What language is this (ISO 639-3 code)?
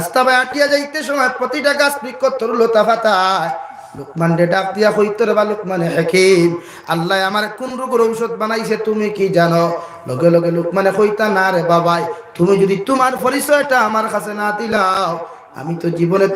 syl